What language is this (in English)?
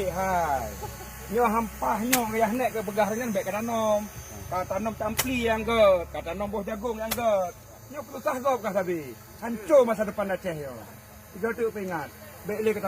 Achinese